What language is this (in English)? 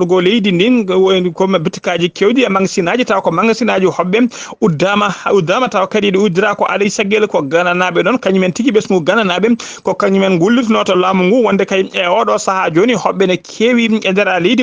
Fula